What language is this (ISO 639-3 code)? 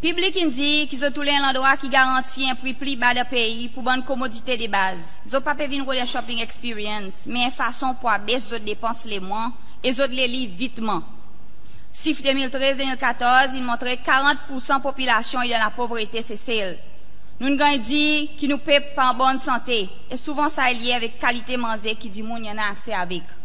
crs